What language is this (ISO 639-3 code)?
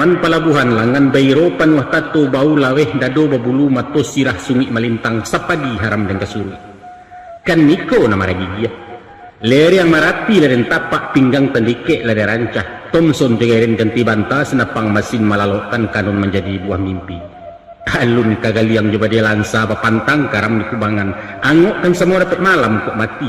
min